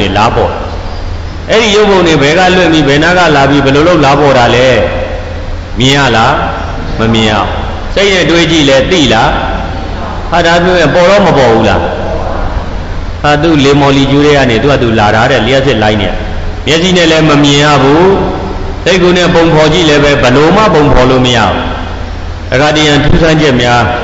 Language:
Burmese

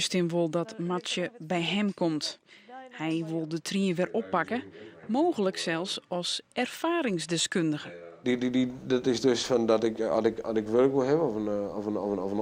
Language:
Western Frisian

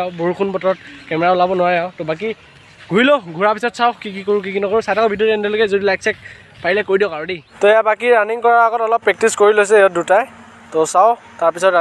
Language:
Assamese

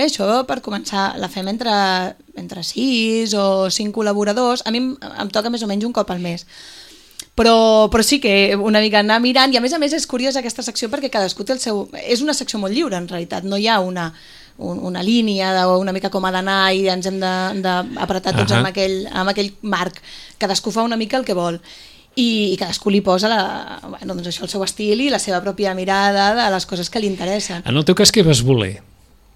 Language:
Catalan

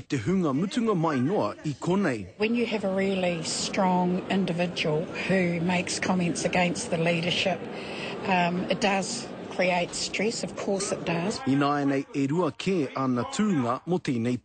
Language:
Māori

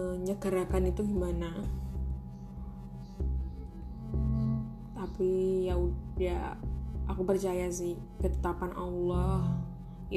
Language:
Indonesian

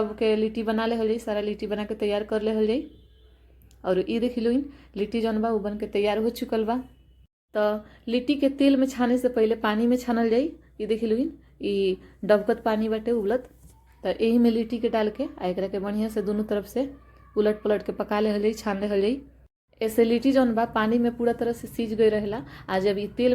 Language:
Bhojpuri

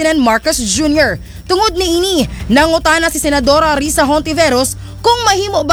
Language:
Cebuano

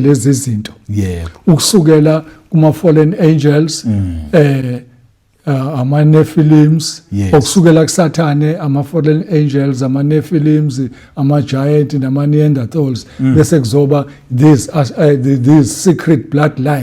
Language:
Zulu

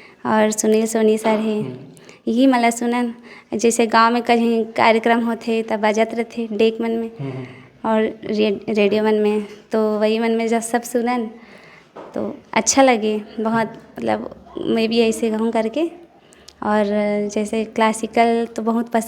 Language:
Chhattisgarhi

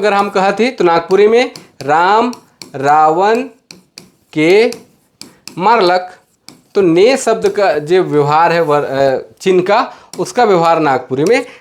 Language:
Sadri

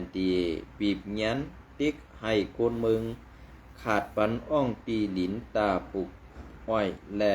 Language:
Shan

